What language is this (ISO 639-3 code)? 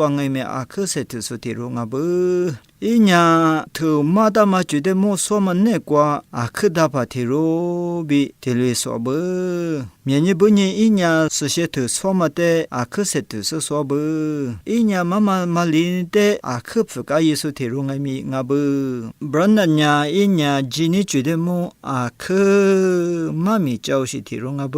lis